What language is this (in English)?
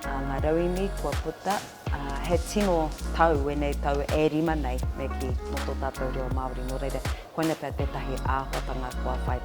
Māori